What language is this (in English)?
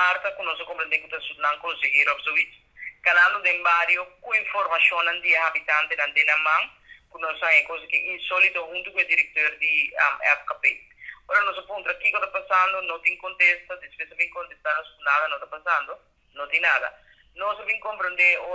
Papiamento